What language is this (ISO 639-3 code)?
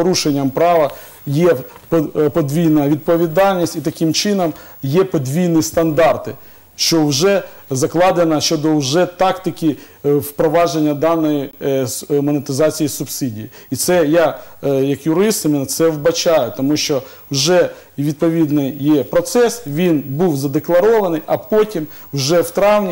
ukr